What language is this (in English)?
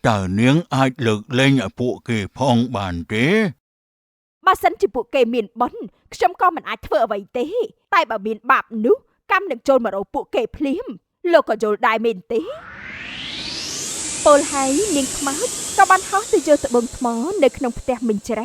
Khmer